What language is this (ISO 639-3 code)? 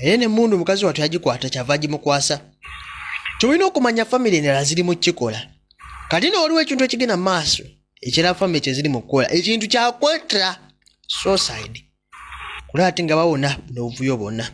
lug